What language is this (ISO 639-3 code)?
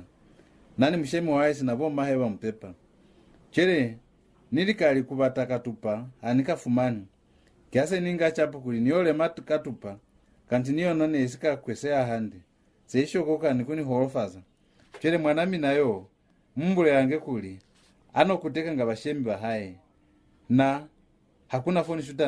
loz